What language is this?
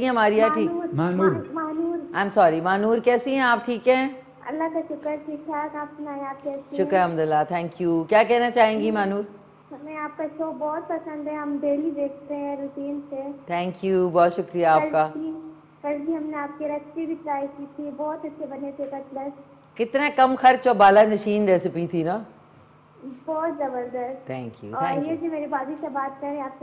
Urdu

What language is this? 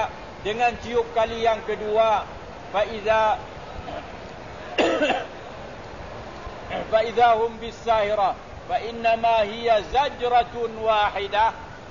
Malay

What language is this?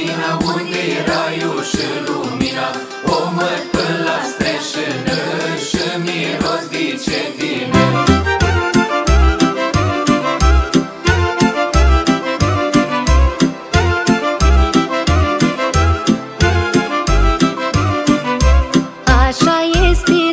Romanian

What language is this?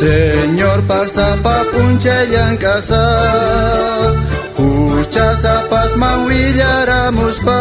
South Bolivian Quechua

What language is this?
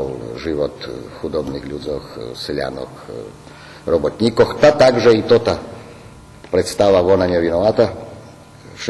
Rusyn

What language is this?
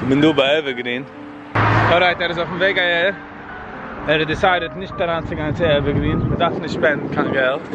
Yiddish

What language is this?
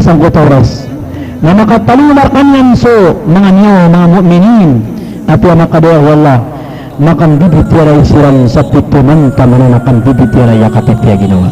Maranao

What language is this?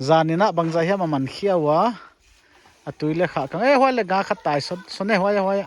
Paite Chin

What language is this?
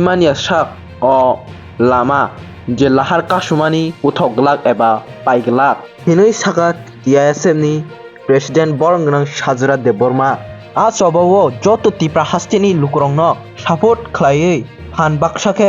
Kok Borok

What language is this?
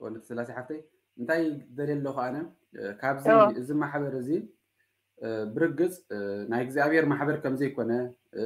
Tigrinya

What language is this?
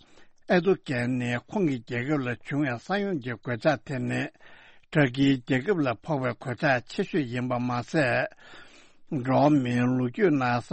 Tibetan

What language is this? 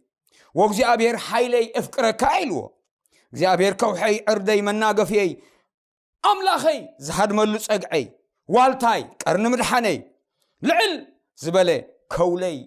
Tigrinya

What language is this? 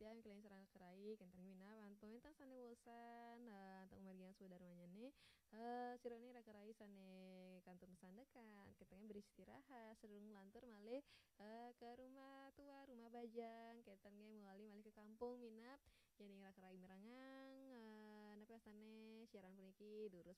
Balinese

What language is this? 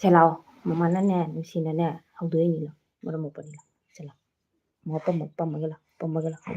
Manipuri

